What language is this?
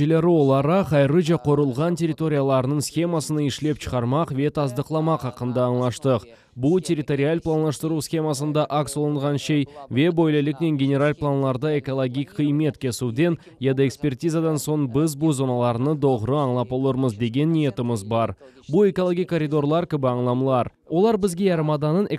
Crimean Tatar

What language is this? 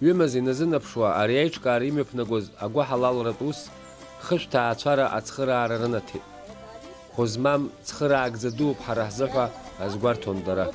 Abkhazian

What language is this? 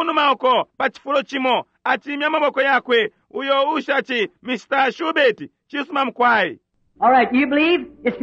Bemba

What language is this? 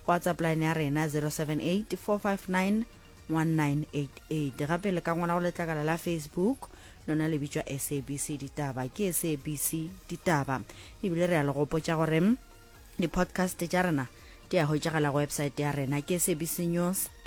Northern Sotho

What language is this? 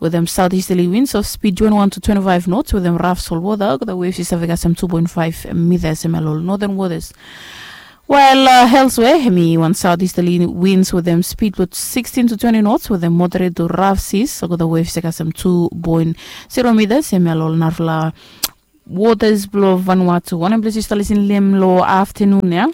Bislama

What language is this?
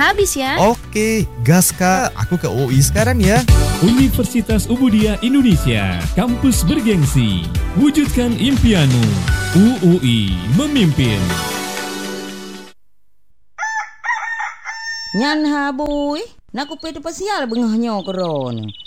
Indonesian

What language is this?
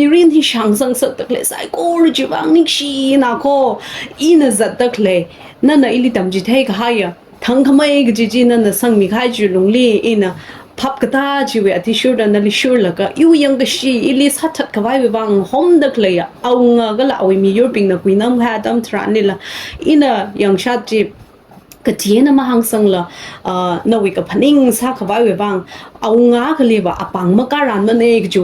Tangkhul Naga (India)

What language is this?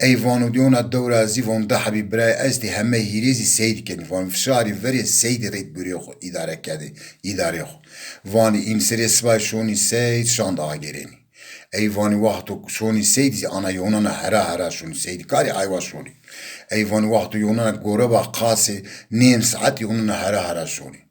Zaza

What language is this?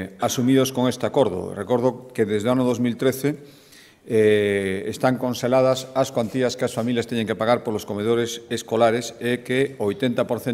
Galician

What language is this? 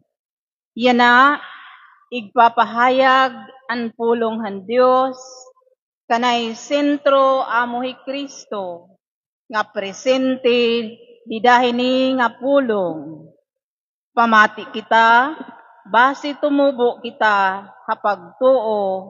Waray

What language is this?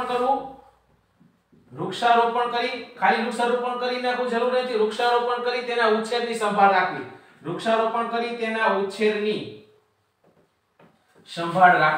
Gujarati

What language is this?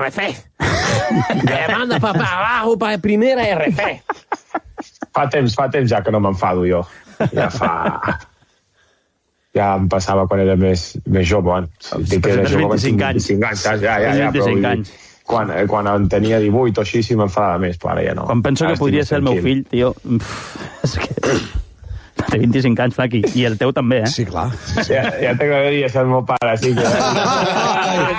Catalan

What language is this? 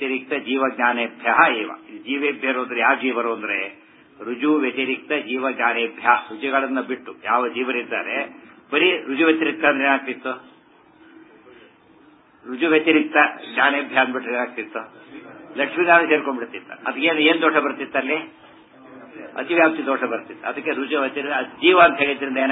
Kannada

